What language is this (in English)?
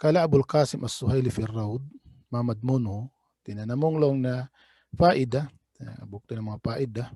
Tausug